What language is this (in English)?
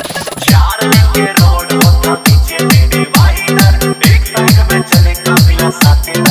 Bhojpuri